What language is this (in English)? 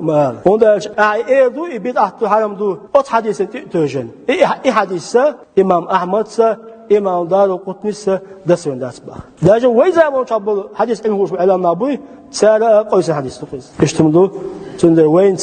Chechen